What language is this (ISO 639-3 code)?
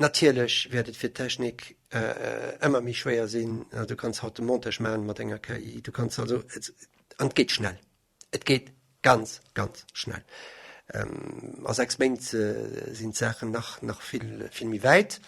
ltz